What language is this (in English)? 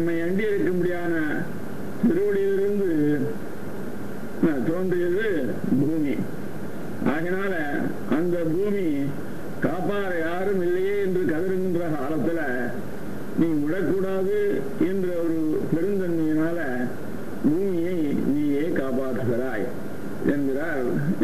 Tamil